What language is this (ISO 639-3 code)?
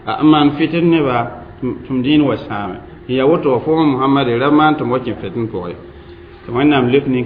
mos